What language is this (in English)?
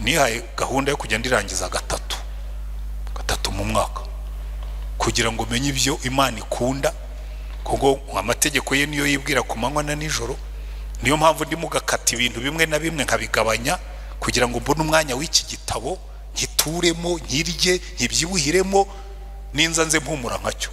Kinyarwanda